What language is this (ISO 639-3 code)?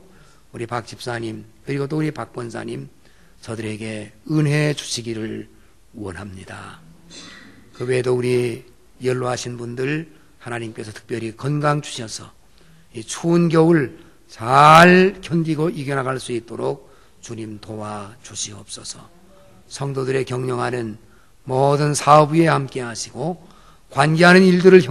kor